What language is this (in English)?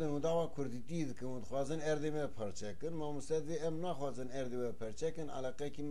Kurdish